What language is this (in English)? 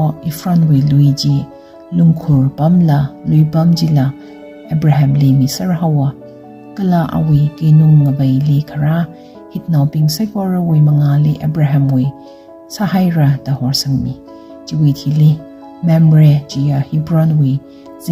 Tangkhul Naga (India)